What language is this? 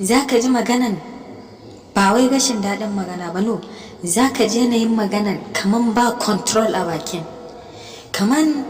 Hausa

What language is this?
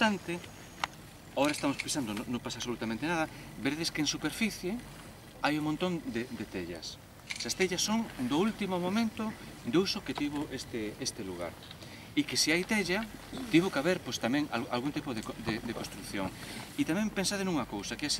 Galician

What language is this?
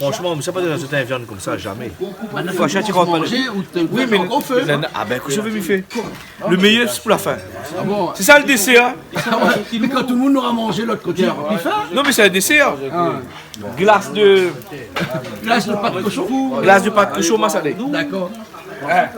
Réunion Creole French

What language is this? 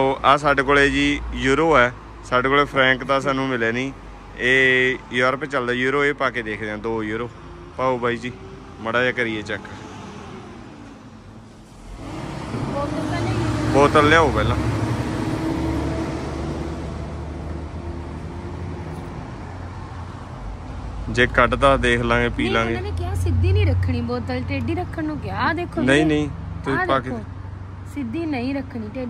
Punjabi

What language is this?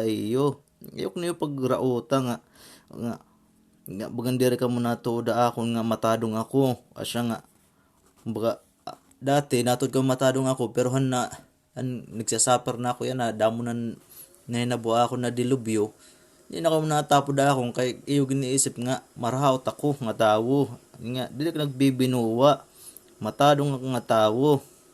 Waray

